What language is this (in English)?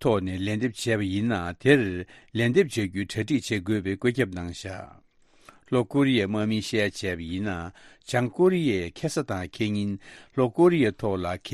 Tibetan